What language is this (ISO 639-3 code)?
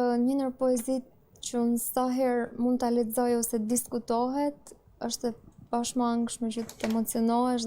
sqi